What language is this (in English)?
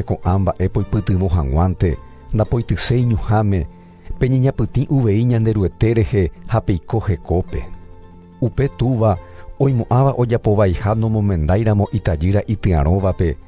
Guarani